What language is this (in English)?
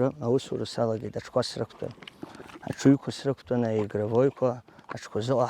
Abkhazian